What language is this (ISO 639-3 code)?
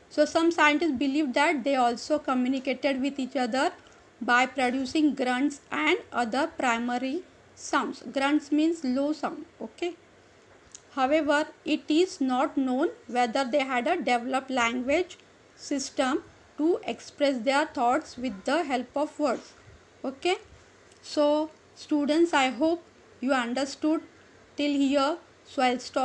eng